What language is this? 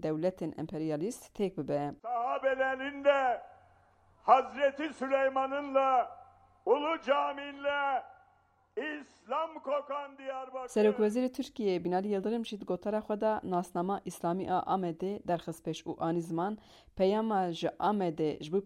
Kurdish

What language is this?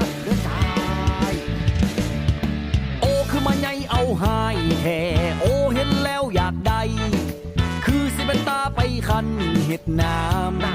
Lao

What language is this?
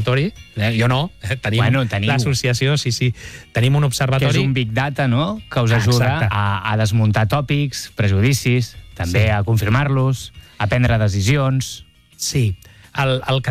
Catalan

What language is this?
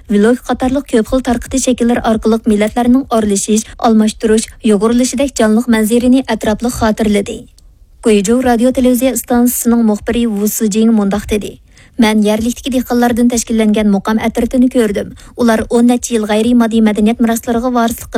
Uyghur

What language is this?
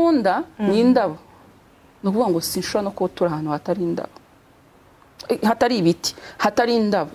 Kinyarwanda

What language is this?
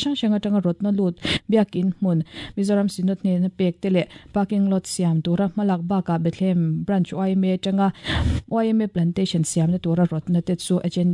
Mizo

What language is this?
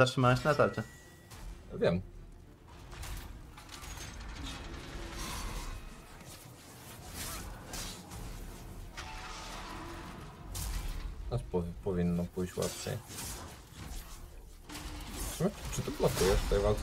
Polish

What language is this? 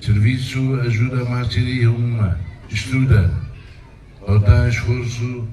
Tetum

